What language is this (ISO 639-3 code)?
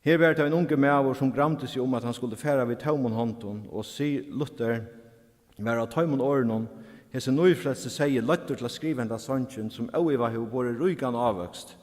fao